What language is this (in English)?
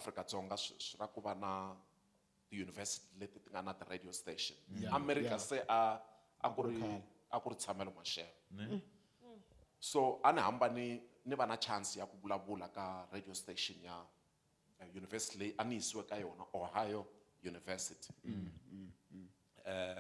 Tsonga